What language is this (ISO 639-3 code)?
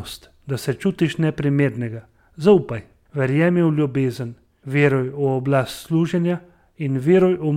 slv